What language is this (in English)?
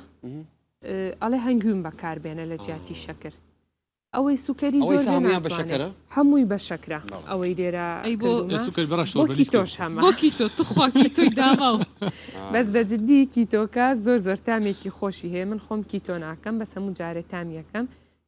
Central Kurdish